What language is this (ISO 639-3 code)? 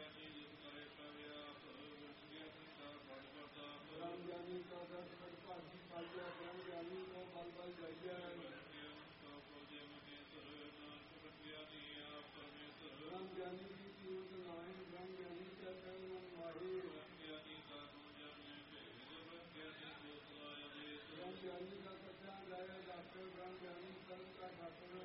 pan